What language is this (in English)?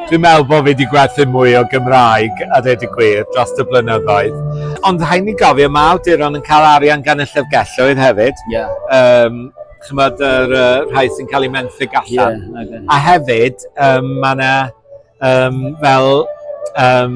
Welsh